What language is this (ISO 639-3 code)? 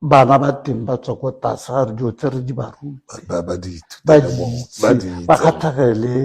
tsn